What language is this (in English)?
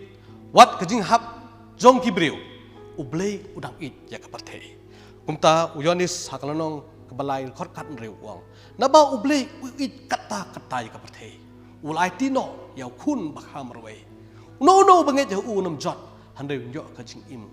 Khasi